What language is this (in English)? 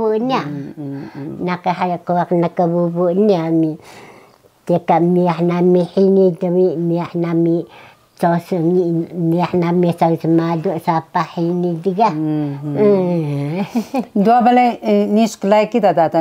Taroko